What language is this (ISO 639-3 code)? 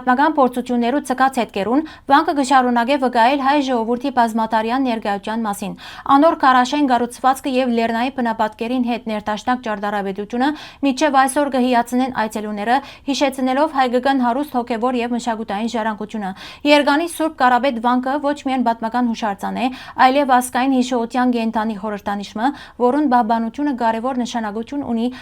hyw